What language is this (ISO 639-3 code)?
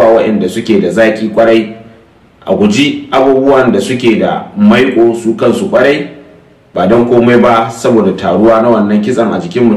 hau